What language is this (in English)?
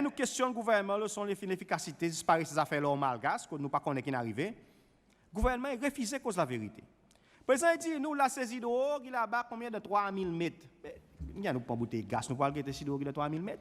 Seselwa Creole French